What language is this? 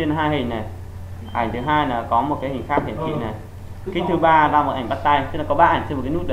Vietnamese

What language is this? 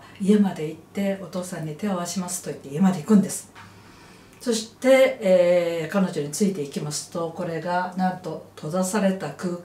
Japanese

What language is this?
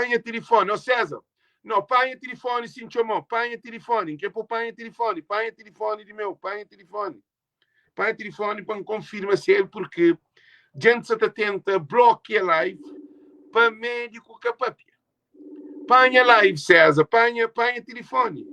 Kabuverdianu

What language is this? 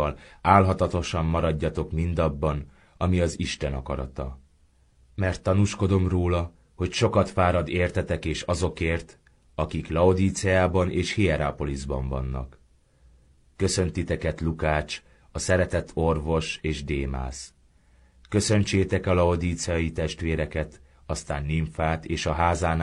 Hungarian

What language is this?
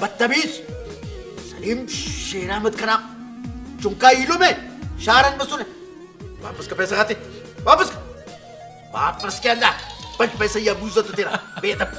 Brahui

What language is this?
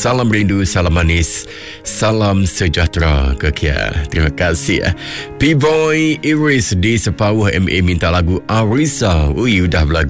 Iban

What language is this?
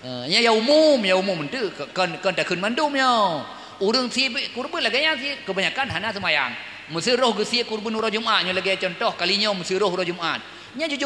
Achinese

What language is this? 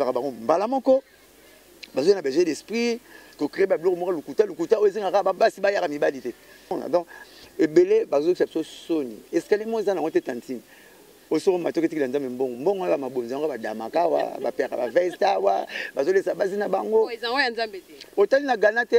Lingala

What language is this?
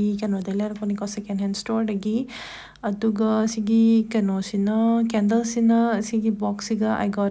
Manipuri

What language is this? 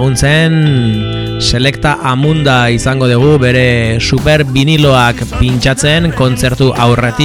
Basque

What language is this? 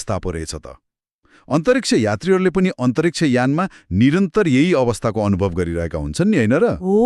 Nepali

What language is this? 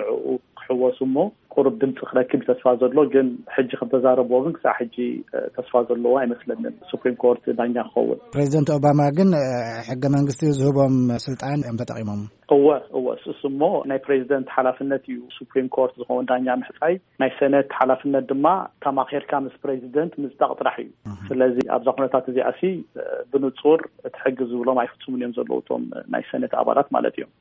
Tigrinya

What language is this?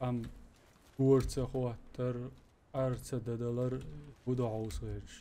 Chechen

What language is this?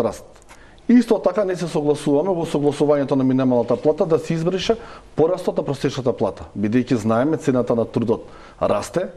Macedonian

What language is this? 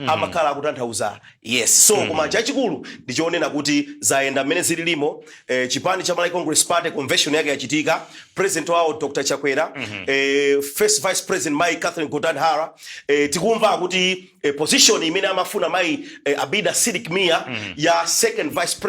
Nyanja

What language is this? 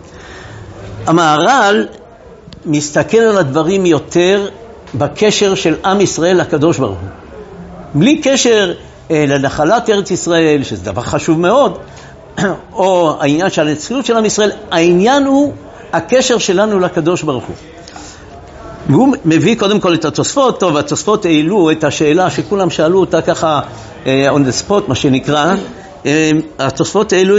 Hebrew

